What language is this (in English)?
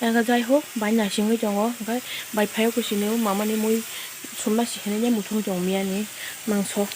Kok Borok